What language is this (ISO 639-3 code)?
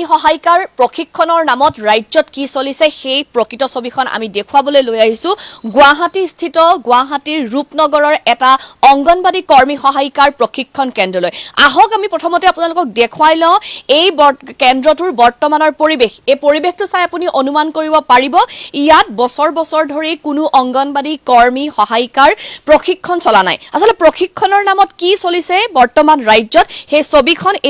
asm